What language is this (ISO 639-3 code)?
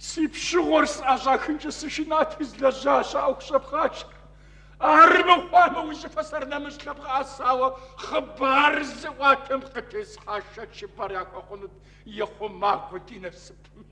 kbd